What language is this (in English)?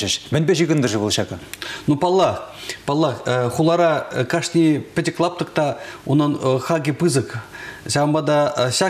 Chuvash